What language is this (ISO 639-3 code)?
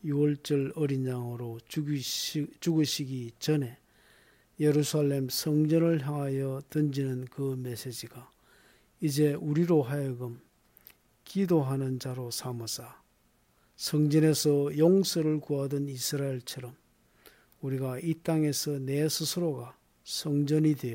kor